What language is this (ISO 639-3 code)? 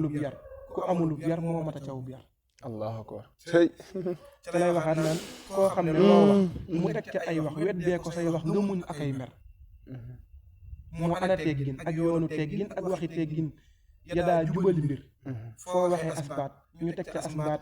wol